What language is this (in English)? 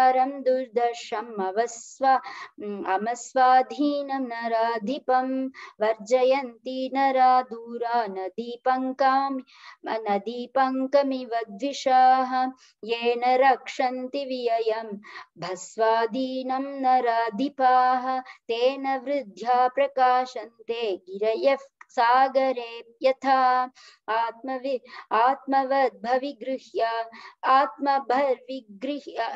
Sanskrit